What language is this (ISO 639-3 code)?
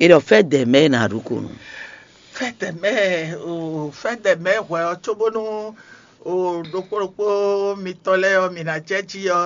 fon